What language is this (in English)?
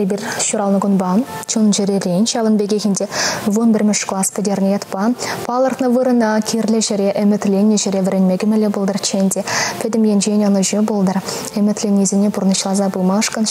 Chuvash